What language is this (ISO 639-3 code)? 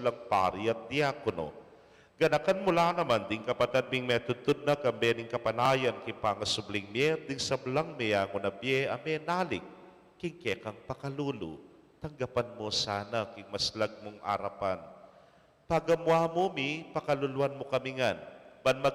pam